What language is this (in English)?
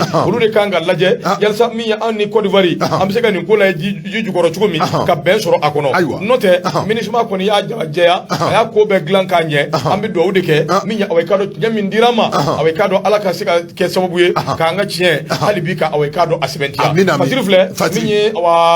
Bambara